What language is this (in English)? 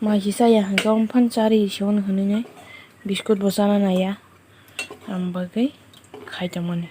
Kok Borok